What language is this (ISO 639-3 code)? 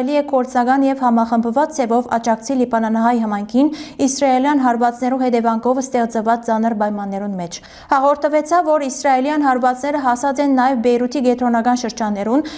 hyw